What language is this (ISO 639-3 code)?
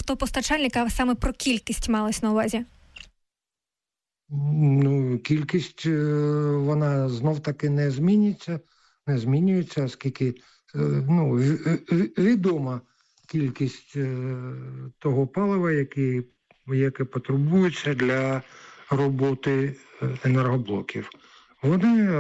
ukr